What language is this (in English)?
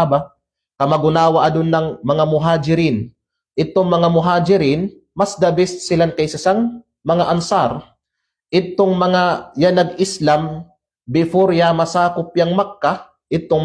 Kalagan